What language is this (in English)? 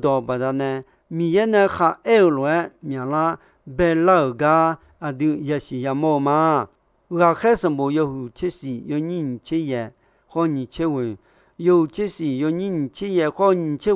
Akha